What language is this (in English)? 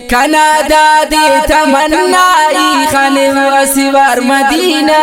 Brahui